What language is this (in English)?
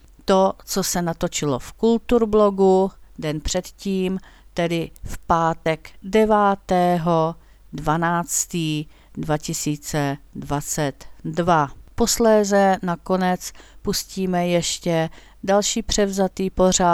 Czech